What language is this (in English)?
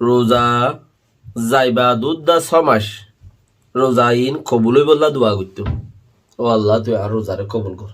Rohingya